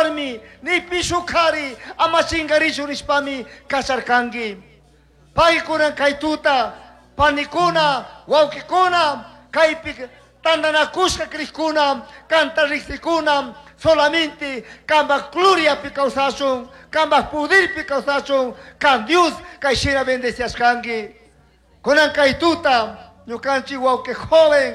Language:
Chimborazo Highland Quichua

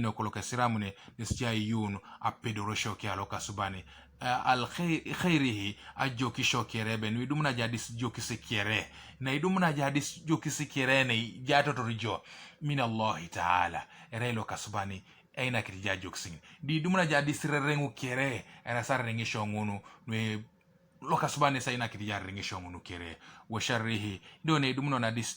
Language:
Teso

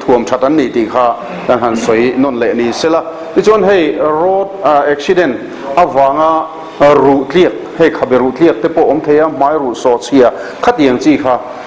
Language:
Mizo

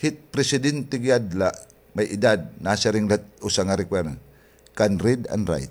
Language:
Waray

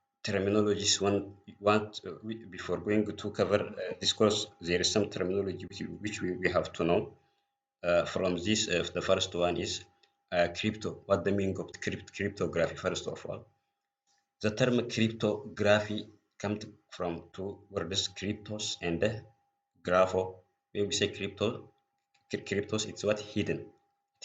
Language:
English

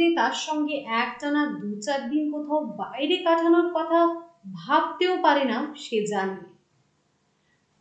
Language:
Bangla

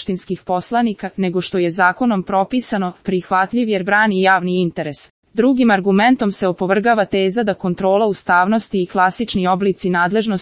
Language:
Serbian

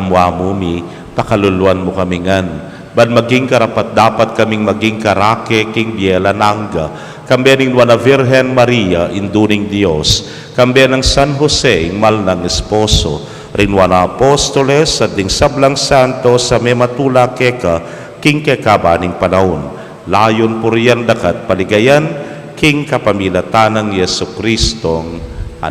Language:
Pampanga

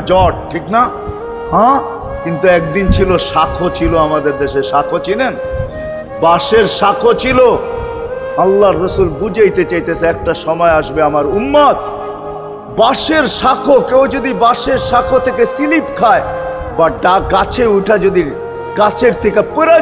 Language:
Bangla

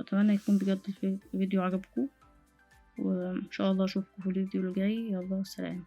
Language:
Egyptian Arabic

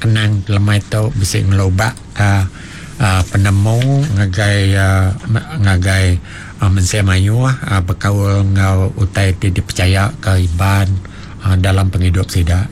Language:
Iban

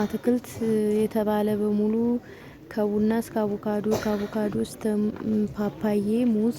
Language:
Amharic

